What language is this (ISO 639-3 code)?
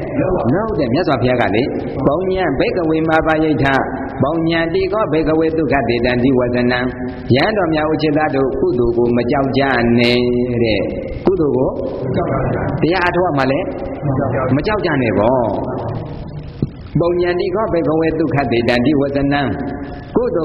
mya